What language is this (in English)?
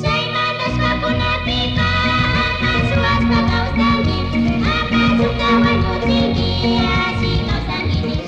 Chimborazo Highland Quichua